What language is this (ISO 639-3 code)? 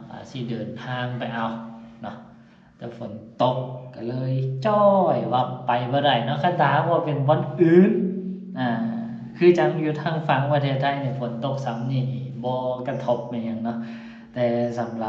lao